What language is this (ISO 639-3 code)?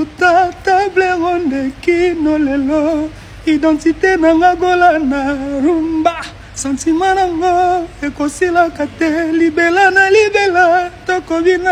lin